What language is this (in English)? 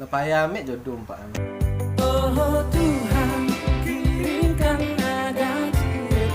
Minangkabau